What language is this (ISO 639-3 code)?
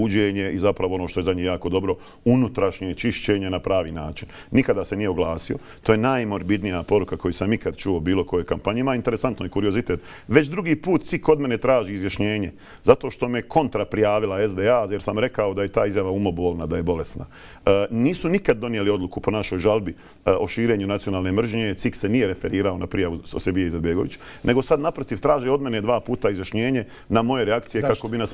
bos